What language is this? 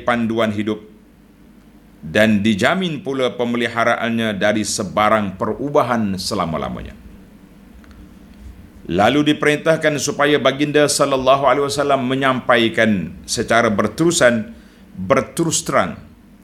Malay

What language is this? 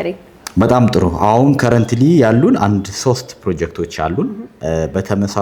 Amharic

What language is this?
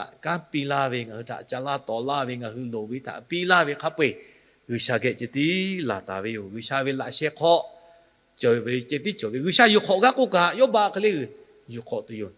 Lahu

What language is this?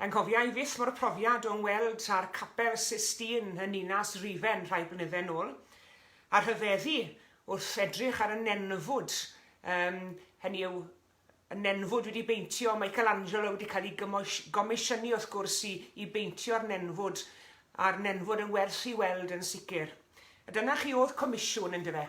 Welsh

